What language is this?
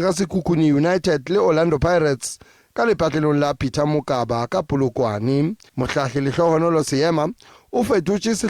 Northern Sotho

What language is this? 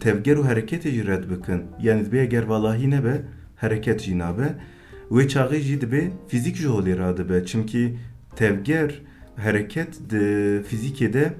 Kurdish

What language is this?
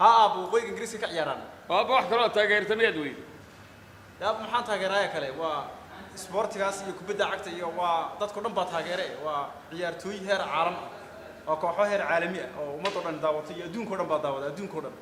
Somali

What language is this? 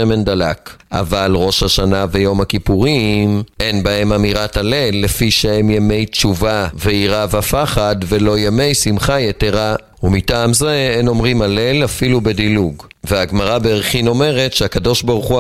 Hebrew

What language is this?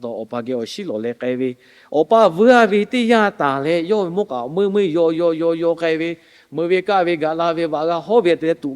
Lahu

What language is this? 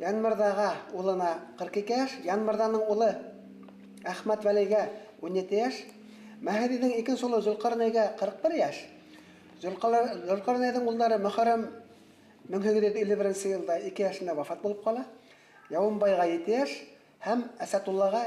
Bashkir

